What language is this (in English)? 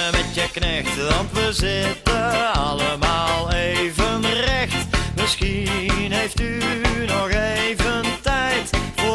Dutch